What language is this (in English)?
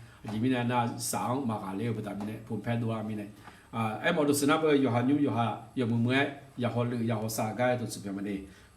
Akha